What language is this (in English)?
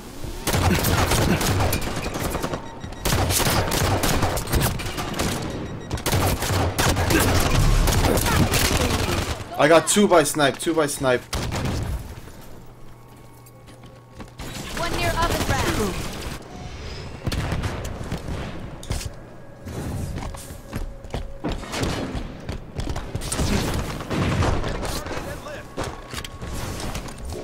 English